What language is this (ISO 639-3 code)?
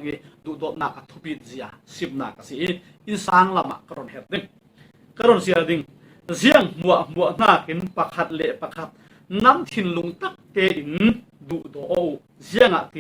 cfm